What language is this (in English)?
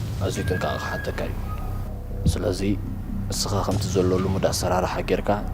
Tigrinya